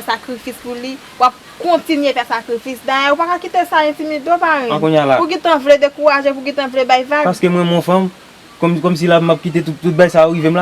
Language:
Haitian Creole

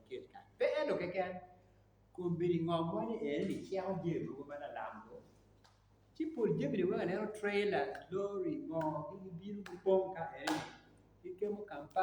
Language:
Acoli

